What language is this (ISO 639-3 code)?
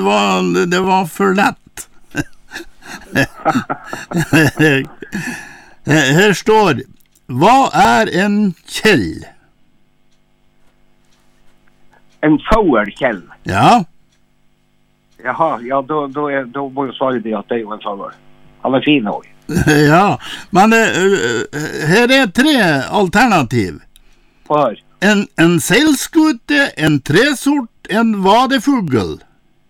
nor